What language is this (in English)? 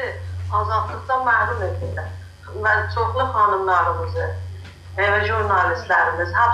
South Azerbaijani